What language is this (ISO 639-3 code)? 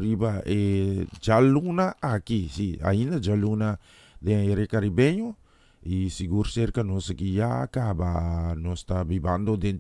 pap